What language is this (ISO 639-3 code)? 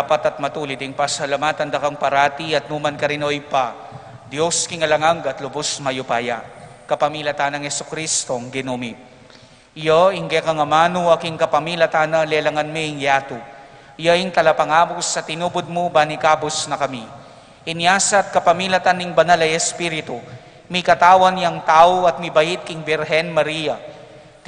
pam